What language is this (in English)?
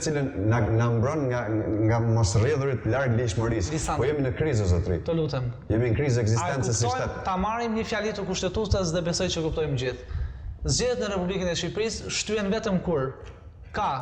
Albanian